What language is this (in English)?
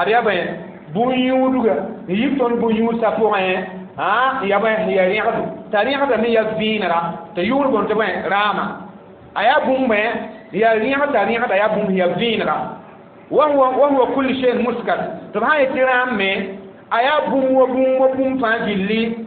Mossi